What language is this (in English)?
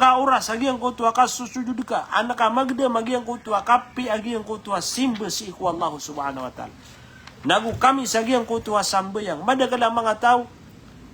Maranao